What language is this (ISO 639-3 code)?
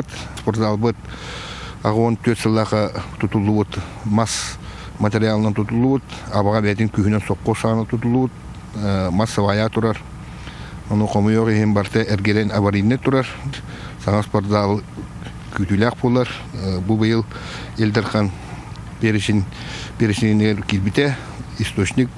sah